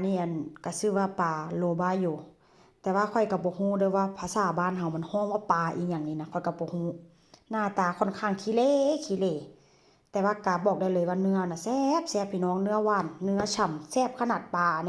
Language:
Lao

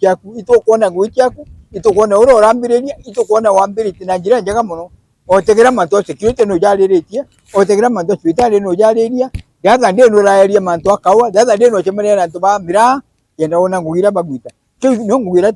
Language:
Meru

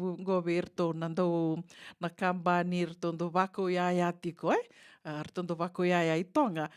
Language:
Fijian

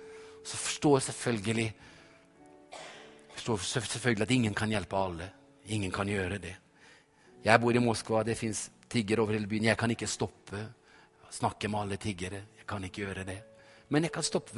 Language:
Norwegian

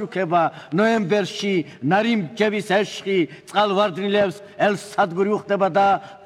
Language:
Georgian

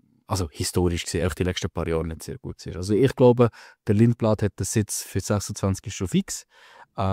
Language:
Swiss German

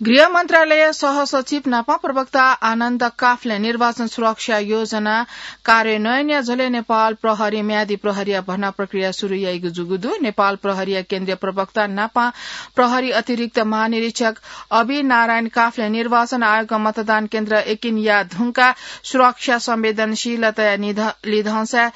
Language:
Newari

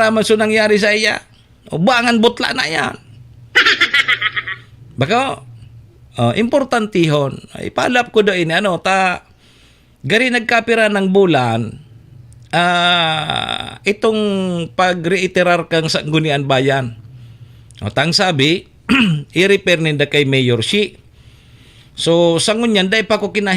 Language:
Bikol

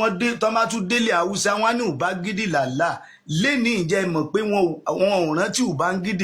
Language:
Yoruba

